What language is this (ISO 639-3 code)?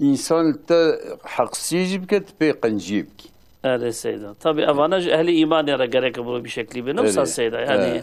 kur